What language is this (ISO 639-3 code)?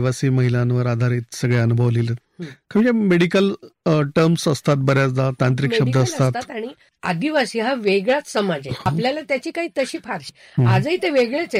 mar